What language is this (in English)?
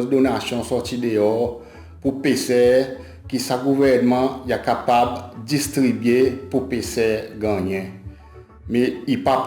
Seselwa Creole French